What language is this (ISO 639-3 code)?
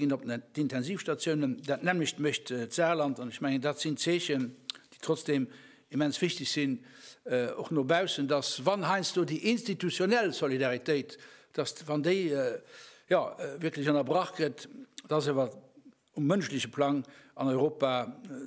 ltz